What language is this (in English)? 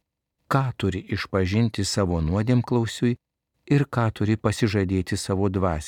Lithuanian